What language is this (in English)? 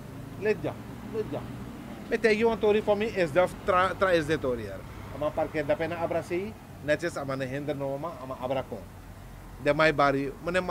Sranan Tongo